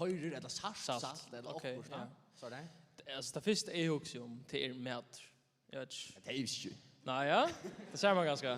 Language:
Faroese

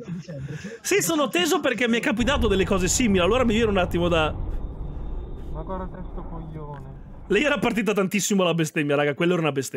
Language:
Italian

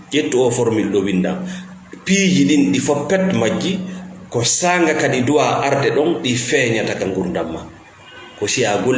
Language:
Fula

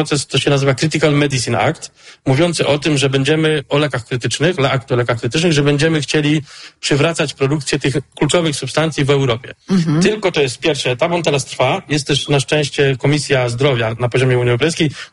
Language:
Polish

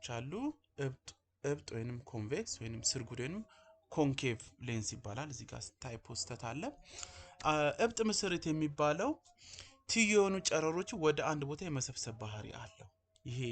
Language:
Amharic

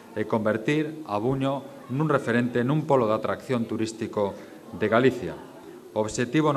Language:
Galician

